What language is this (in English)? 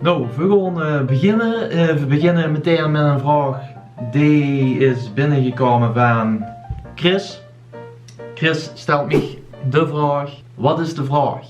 Limburgish